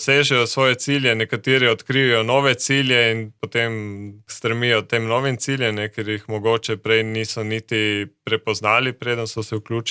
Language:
Slovenian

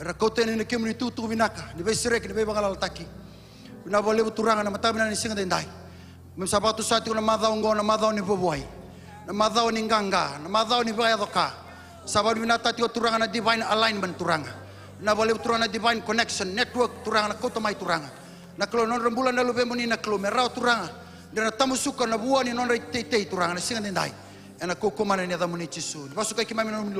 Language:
Fijian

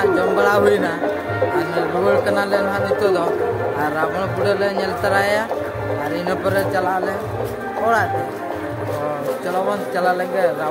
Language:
Santali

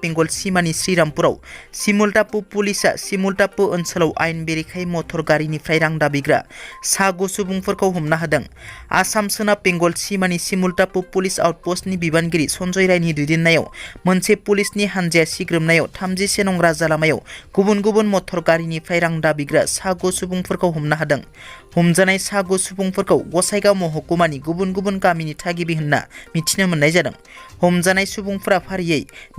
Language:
Bodo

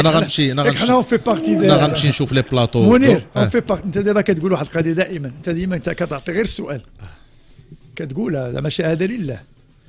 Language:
Moroccan Arabic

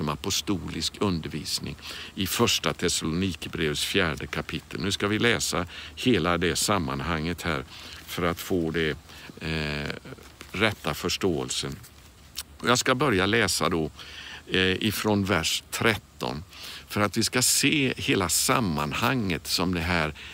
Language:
Swedish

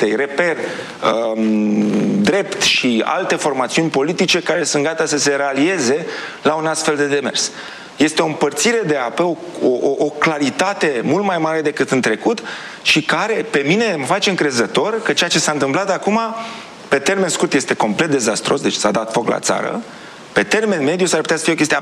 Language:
Romanian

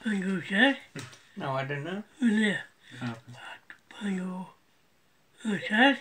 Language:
Tajik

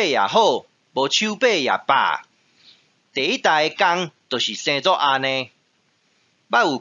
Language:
Min Nan Chinese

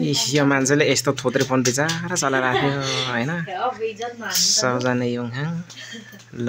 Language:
Nepali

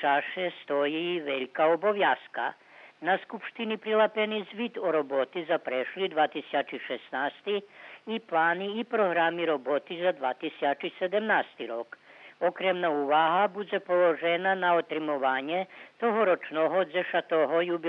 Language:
Rusyn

